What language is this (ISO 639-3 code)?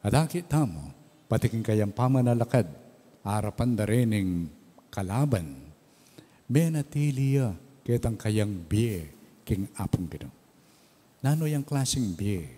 pam